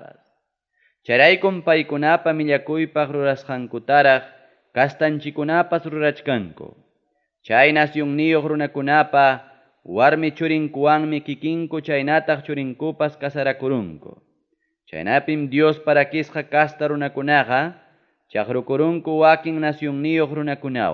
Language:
Ayacucho Quechua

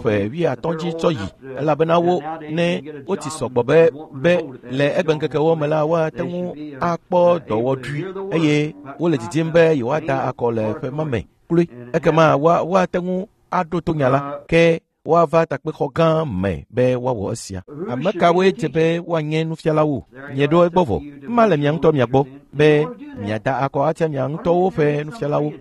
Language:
Ewe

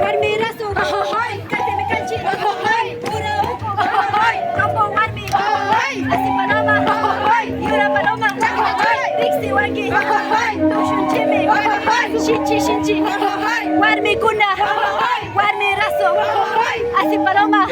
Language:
Imbabura Highland Quichua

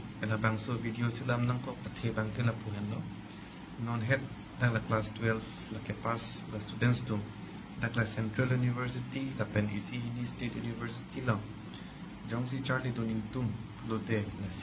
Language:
Karbi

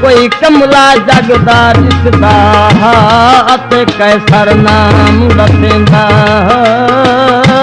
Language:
Saraiki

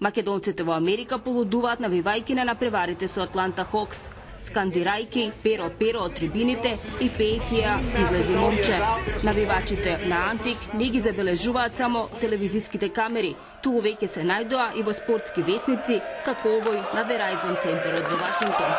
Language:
Macedonian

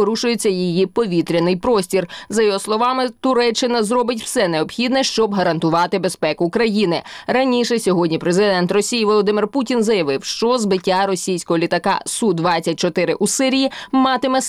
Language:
Ukrainian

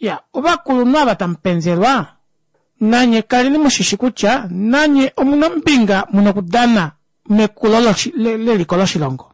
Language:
Kuanyama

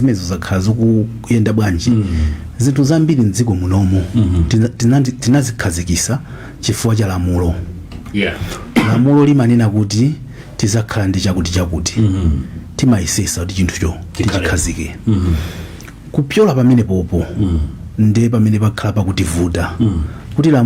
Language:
Nyanja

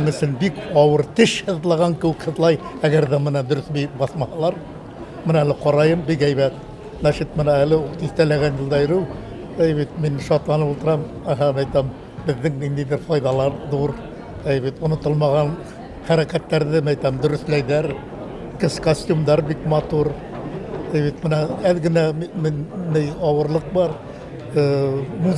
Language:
Bashkir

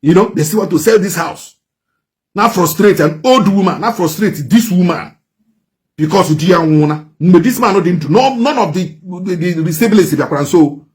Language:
Igbo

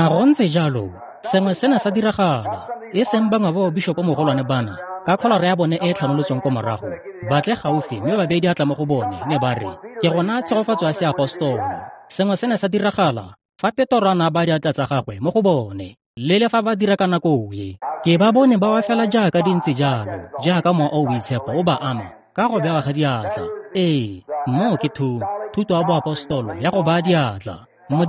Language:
Tswana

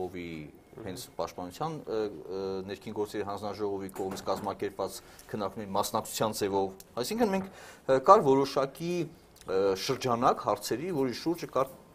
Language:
Armenian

